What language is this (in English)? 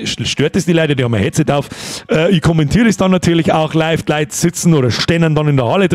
Bavarian